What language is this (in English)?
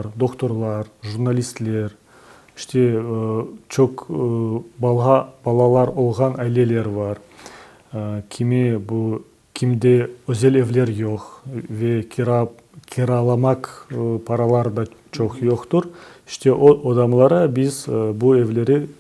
Crimean Tatar